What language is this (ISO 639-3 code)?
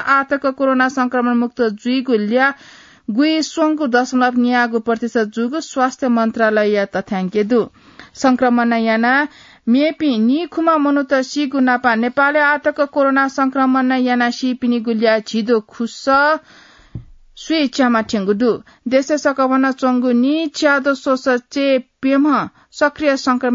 new